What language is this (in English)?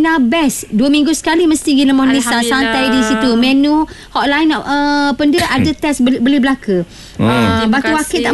Malay